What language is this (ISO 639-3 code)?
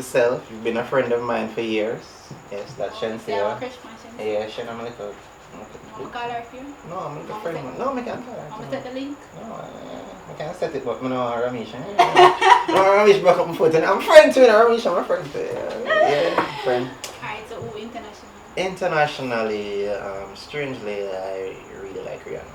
jam